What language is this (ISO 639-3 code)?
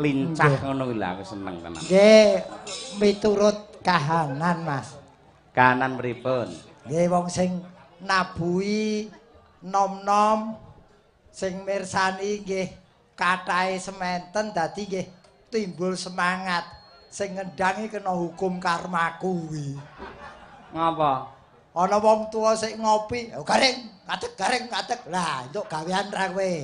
jav